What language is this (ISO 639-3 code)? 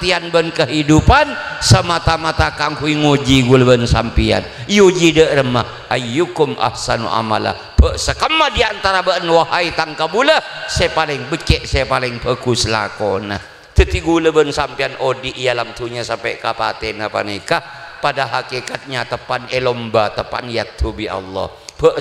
mad